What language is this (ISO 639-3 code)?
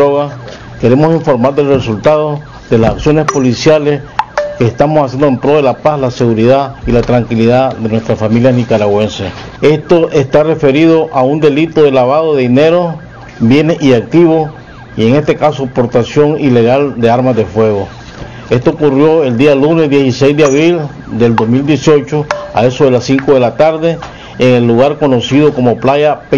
spa